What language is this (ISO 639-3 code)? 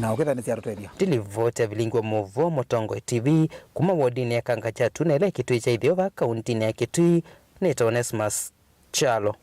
kam